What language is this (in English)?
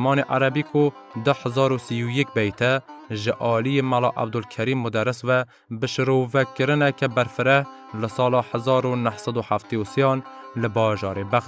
Kurdish